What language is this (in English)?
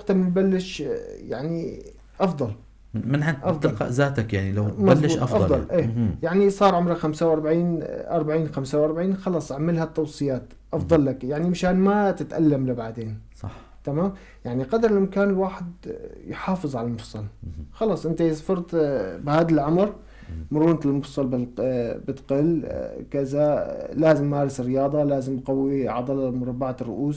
North Levantine Arabic